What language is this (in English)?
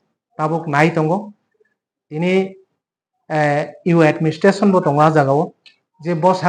Kok Borok